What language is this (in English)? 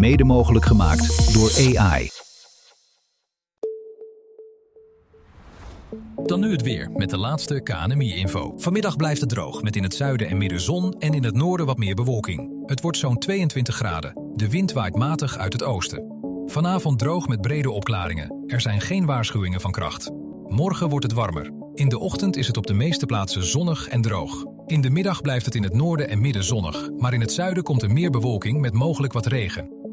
Dutch